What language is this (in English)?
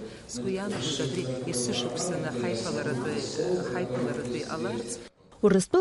Abkhazian